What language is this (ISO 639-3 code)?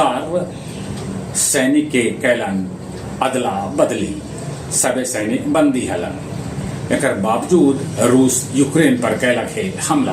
mag